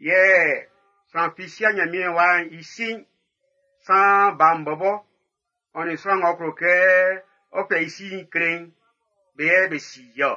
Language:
Baoulé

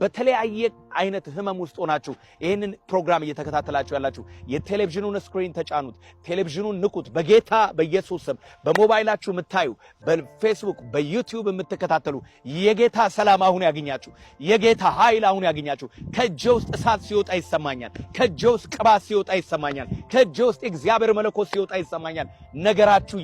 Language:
Amharic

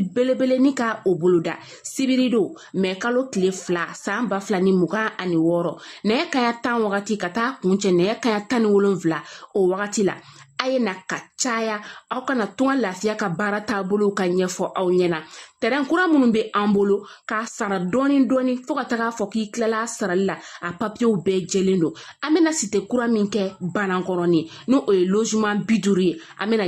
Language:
Bambara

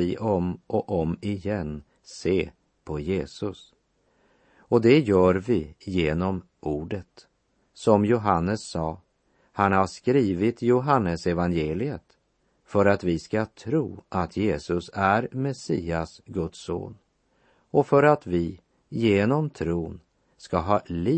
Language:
Swedish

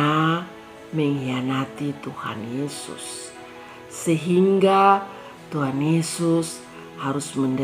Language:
Kupang Malay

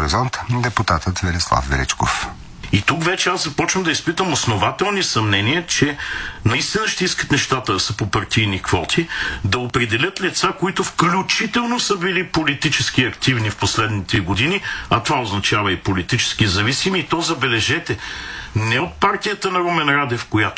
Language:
Bulgarian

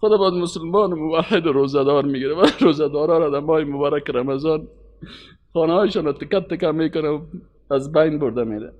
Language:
Persian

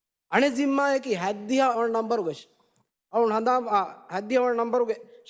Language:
Divehi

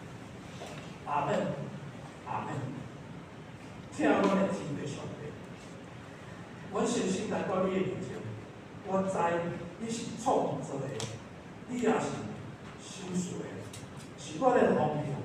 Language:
Min Nan Chinese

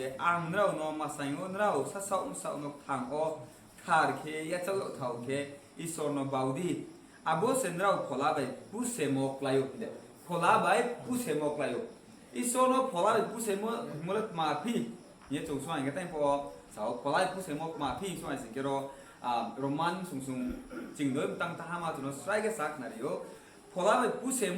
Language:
Riang (India)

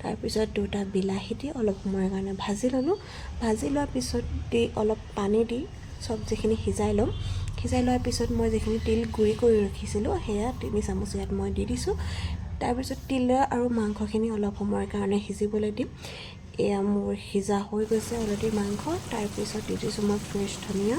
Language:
Assamese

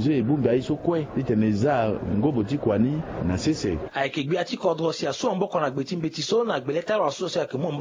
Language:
Sango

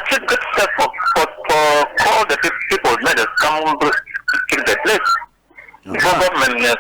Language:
Cameroon Pidgin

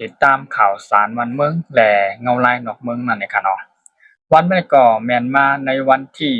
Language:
Shan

